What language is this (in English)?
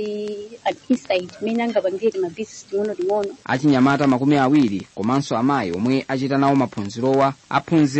Nyanja